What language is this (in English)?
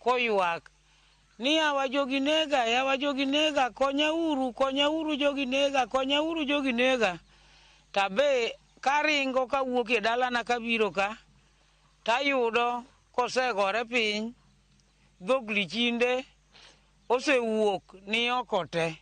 Luo (Kenya and Tanzania)